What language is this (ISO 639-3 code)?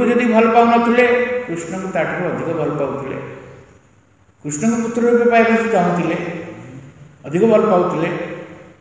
ori